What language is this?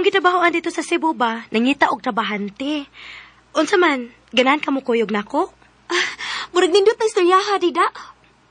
Cebuano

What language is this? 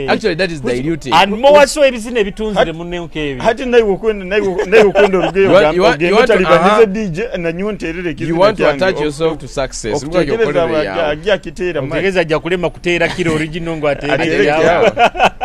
Nyoro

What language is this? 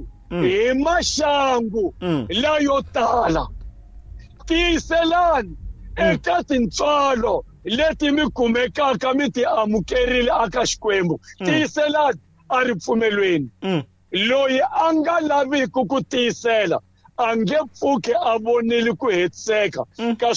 Tsonga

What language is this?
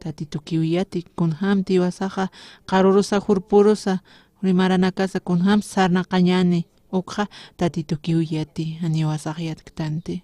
Aymara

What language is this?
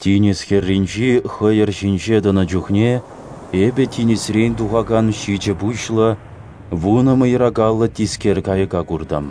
Chuvash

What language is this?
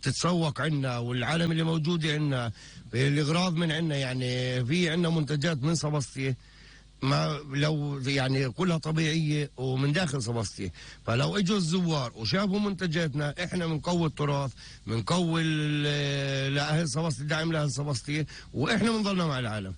North Levantine Arabic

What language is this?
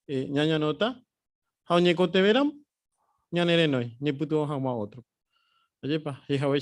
Guarani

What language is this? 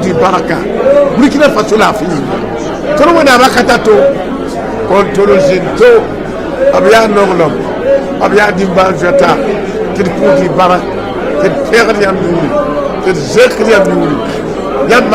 Mossi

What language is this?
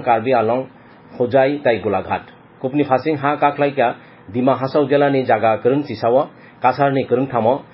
Kok Borok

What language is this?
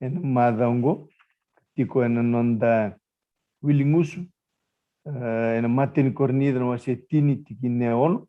Fijian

